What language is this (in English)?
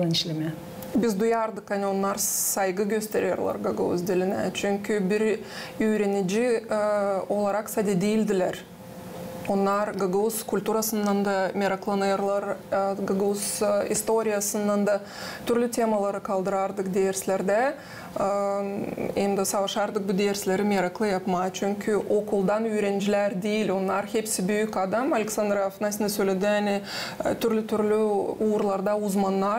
Gagauz